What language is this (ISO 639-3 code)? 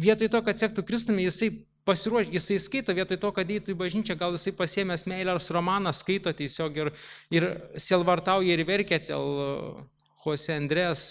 lit